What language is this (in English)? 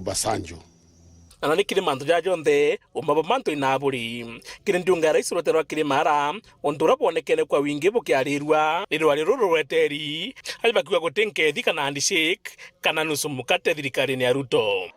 Meru